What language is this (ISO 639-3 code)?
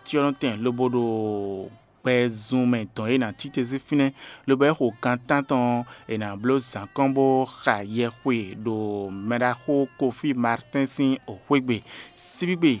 fon